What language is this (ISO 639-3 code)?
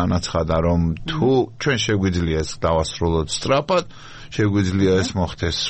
kat